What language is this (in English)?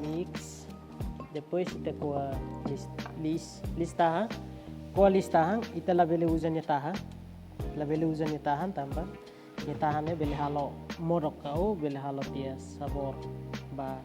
Tetum